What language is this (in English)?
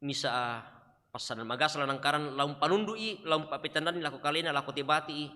Toraja-Sa'dan